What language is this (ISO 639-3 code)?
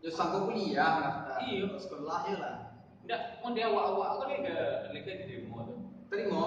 min